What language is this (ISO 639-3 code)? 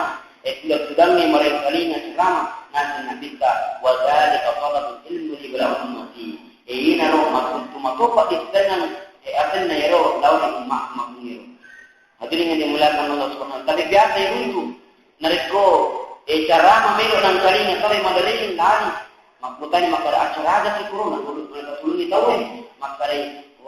bug